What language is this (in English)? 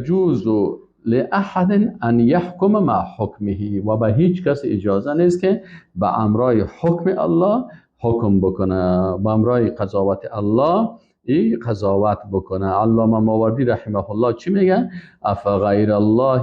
Persian